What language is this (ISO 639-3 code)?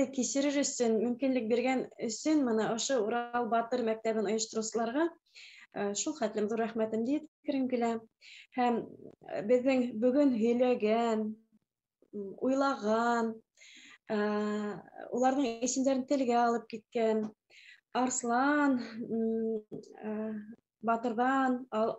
bak